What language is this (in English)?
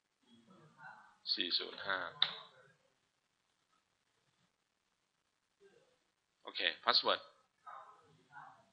Thai